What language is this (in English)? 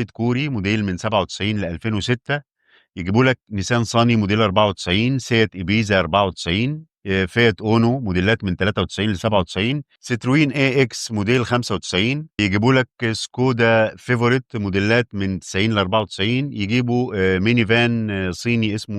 Egyptian Arabic